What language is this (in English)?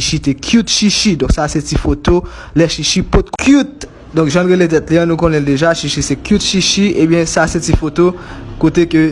Haitian Creole